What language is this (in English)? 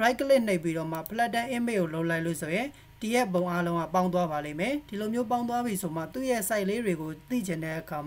Burmese